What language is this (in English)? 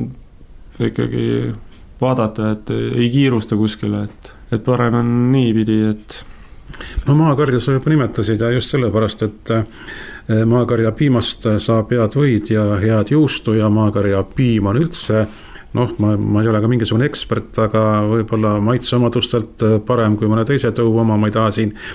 Estonian